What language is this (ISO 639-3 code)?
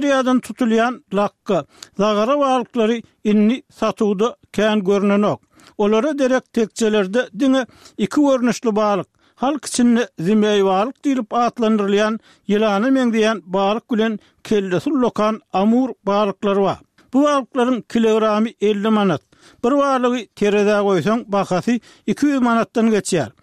tuk